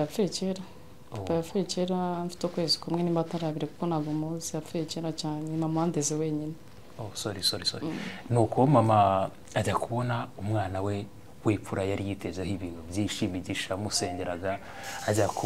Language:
Kinyarwanda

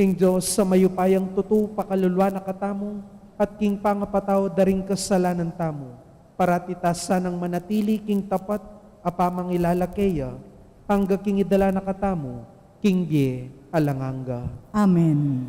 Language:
Pampanga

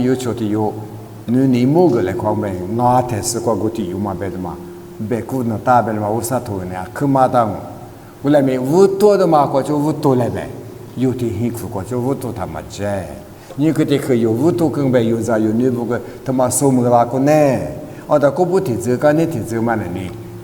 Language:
Lisu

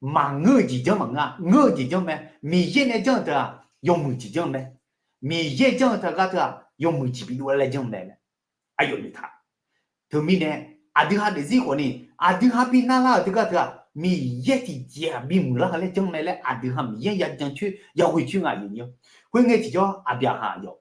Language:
Akha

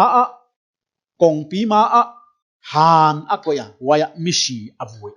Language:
Paite Chin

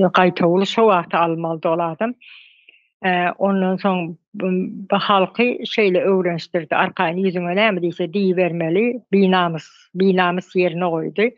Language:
Turkmen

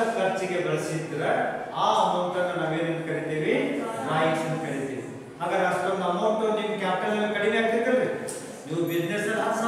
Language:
Kannada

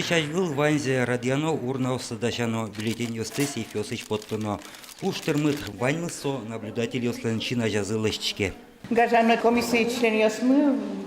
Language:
Udmurt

